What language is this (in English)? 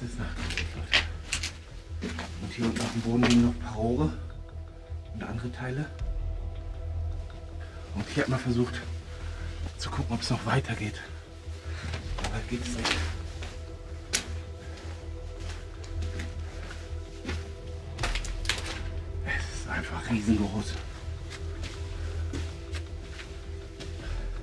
German